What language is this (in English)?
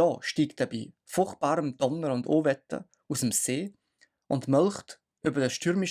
Swiss German